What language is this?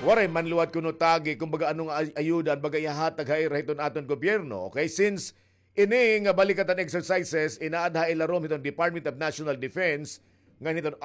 Waray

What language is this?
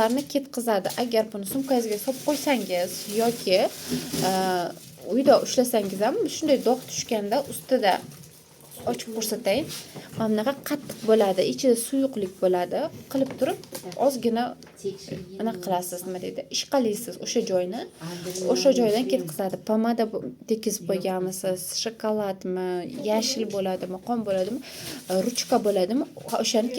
Uzbek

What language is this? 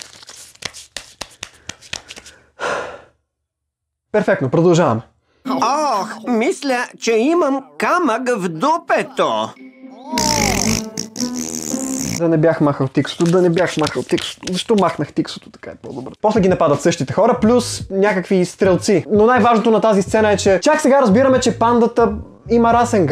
Bulgarian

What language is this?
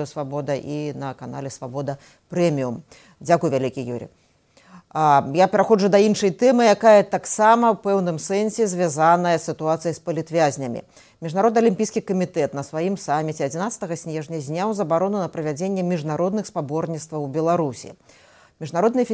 Belarusian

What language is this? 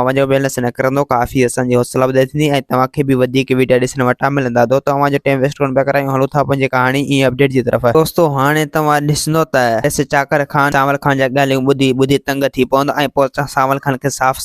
Sindhi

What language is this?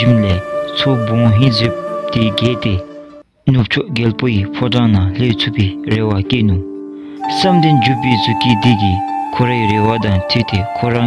Dzongkha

